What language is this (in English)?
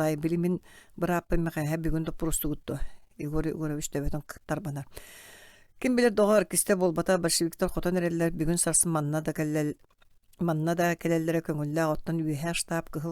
Yakut